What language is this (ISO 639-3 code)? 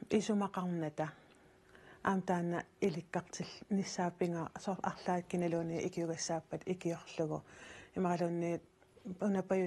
kal